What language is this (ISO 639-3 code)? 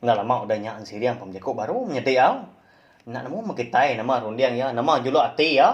iba